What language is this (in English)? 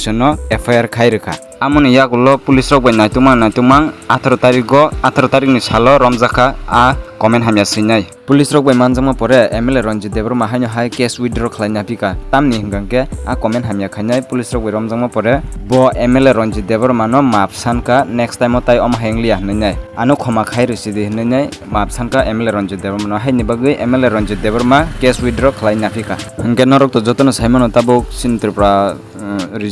Kok Borok